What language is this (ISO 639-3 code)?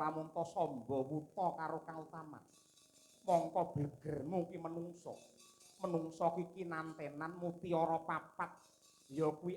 jav